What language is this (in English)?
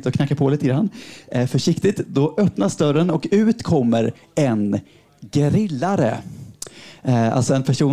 Swedish